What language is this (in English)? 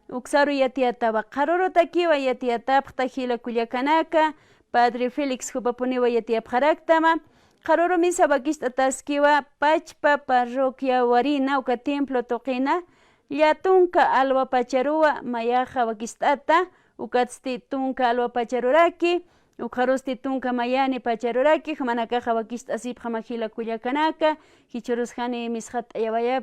Aymara